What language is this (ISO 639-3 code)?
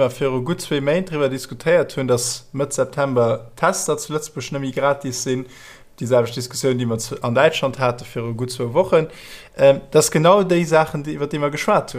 ltz